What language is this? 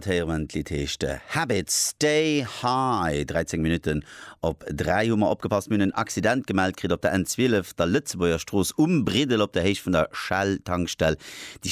Luxembourgish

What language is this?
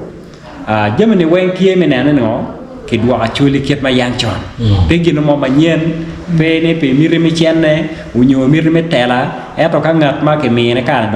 Acoli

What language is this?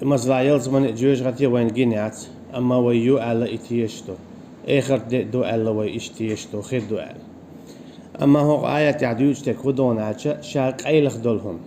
Chechen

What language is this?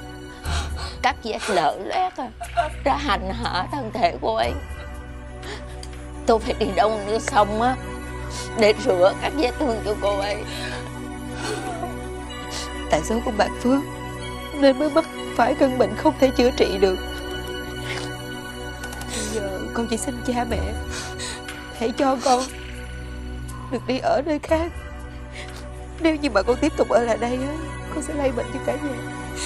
Vietnamese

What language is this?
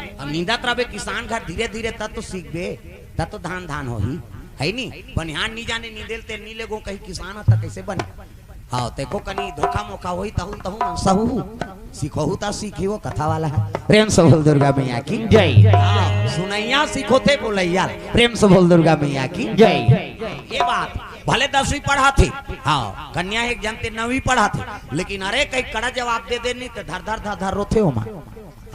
Chhattisgarhi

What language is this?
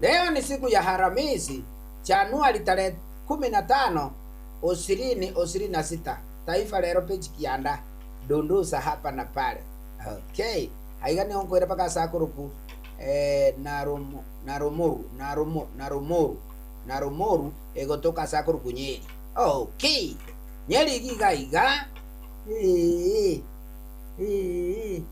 Gusii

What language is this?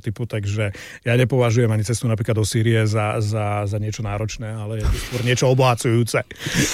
Slovak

